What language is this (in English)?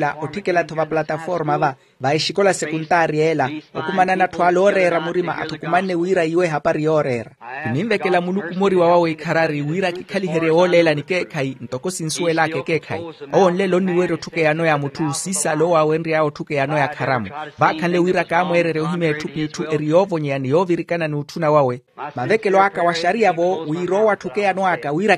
Makhuwa